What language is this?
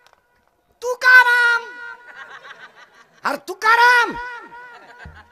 Marathi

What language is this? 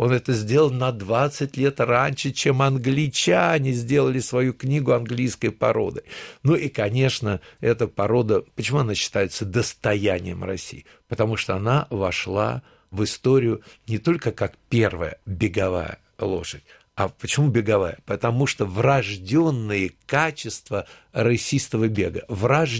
Russian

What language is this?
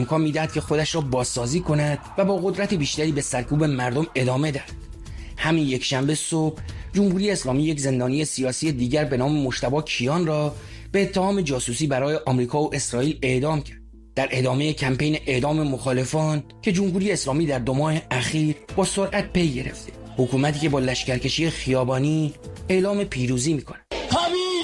Persian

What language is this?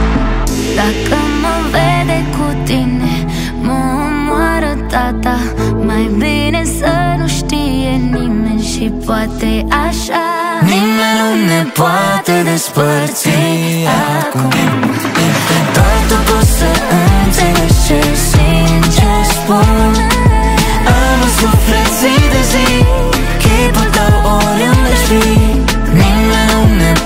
Romanian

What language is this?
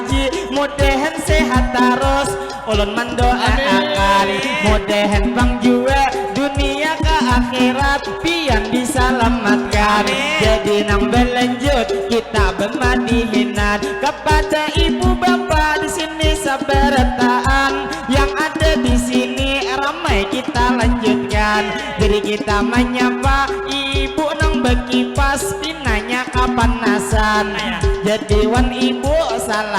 Banjar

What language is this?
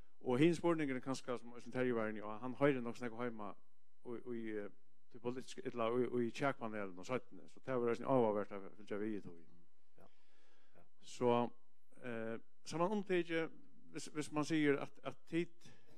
Faroese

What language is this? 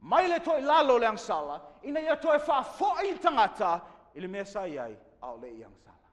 Samoan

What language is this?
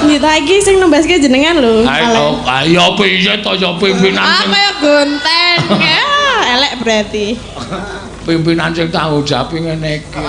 Javanese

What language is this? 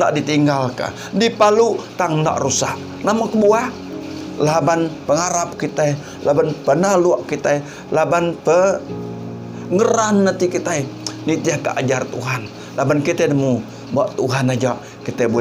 Iban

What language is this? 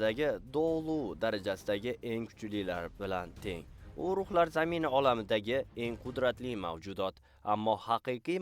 Uzbek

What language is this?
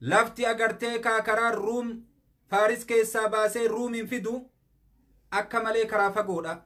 Oromo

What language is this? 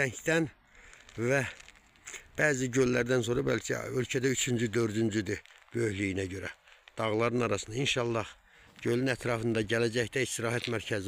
Azerbaijani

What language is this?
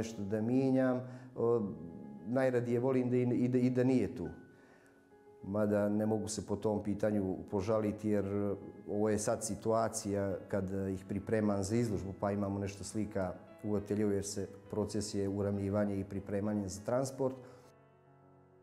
Bosnian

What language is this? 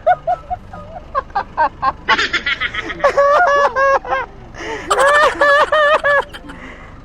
Bikol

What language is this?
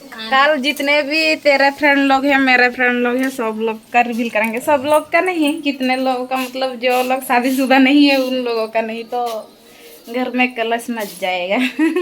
Santali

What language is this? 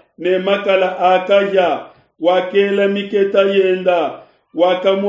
Luba-Lulua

